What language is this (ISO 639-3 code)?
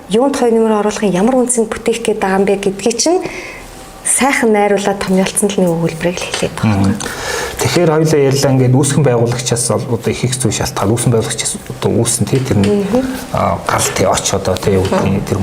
mon